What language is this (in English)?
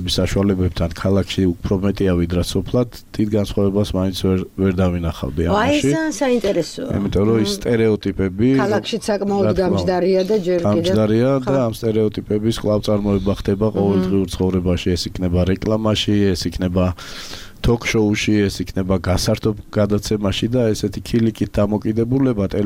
Georgian